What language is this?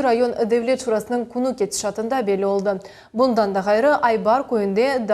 Crimean Tatar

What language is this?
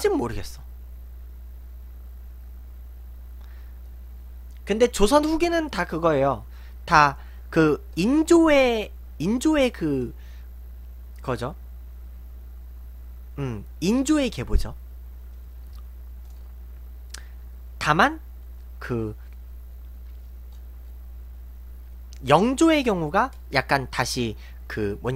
Korean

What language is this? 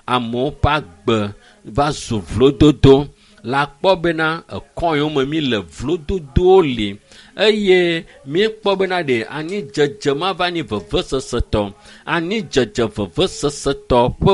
Ewe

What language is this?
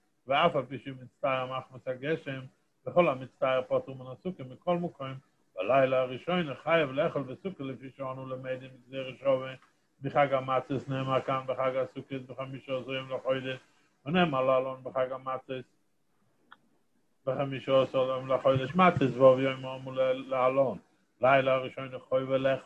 Hebrew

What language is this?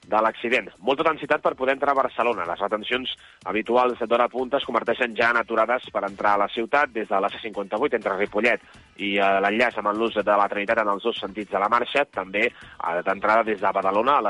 Catalan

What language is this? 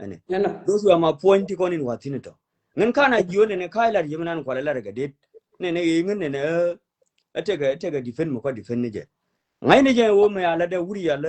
Nuer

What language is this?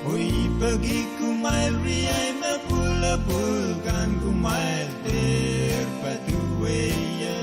Pohnpeian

